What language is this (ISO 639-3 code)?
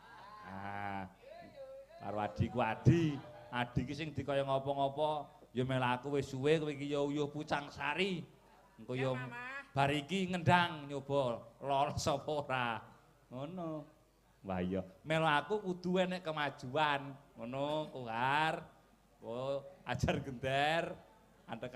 jav